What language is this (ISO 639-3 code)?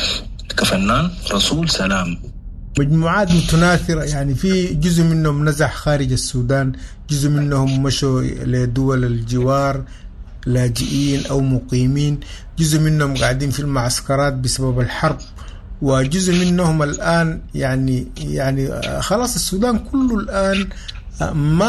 apd